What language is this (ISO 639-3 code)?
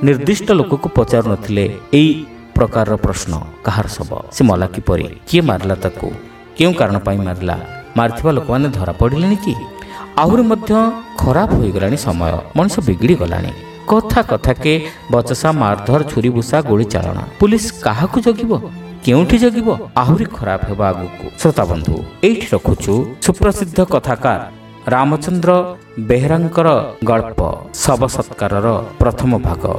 ori